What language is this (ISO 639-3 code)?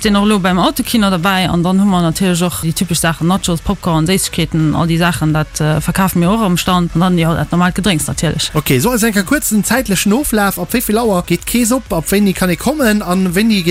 ltz